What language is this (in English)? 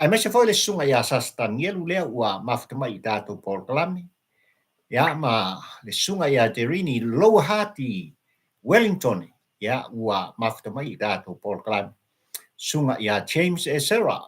Samoan